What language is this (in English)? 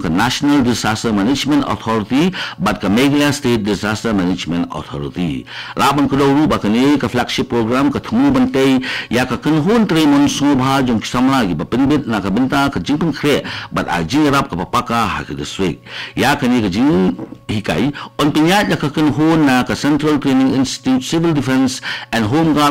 Khasi